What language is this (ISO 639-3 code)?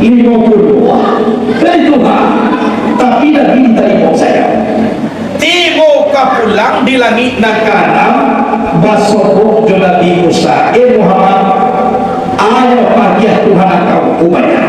min